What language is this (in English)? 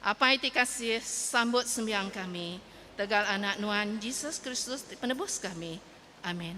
Iban